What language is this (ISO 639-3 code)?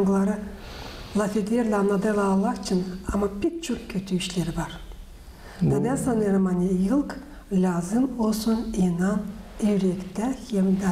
gag